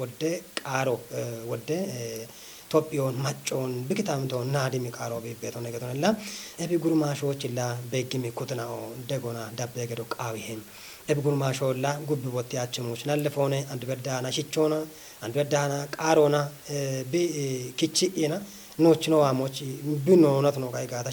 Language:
Kafa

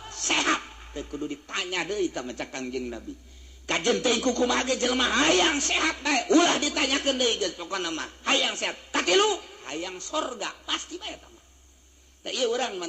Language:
Sundanese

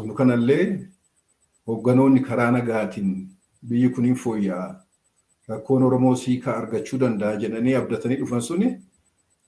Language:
Oromo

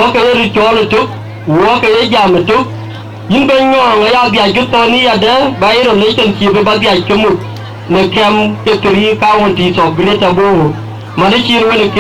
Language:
Dinka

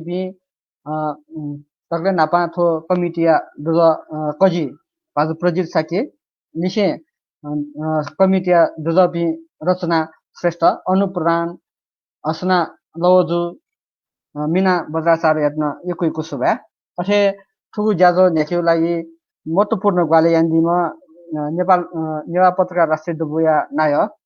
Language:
Newari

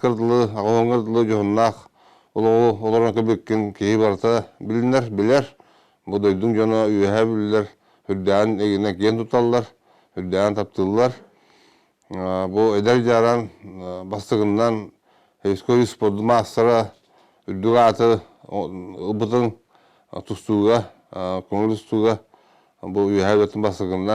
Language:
Yakut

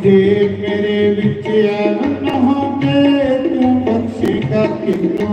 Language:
Dogri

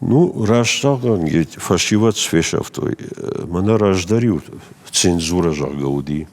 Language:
Ossetic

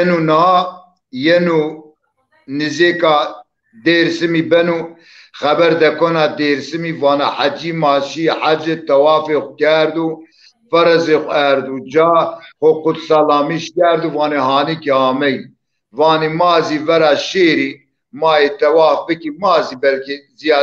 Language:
Zaza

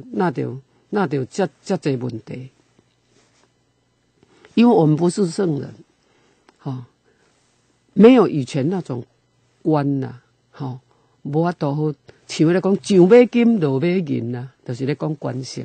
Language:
Min Nan Chinese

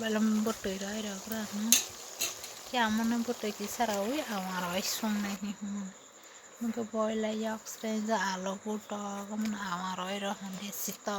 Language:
Kok Borok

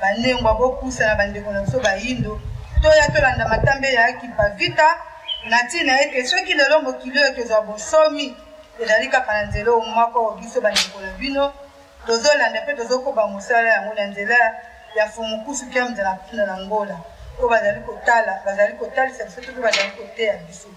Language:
Lingala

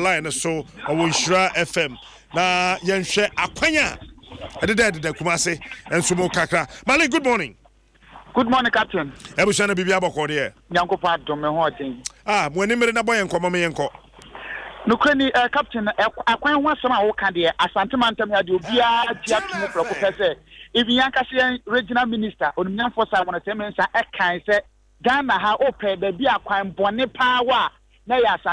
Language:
Akan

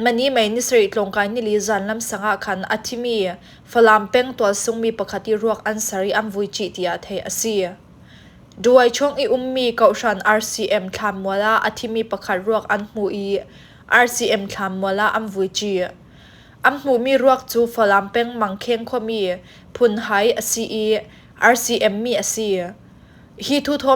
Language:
Falam Chin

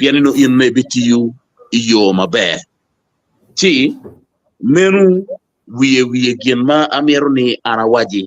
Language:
Acoli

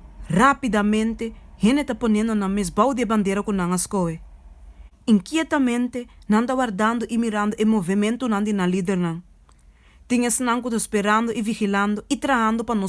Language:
Papiamento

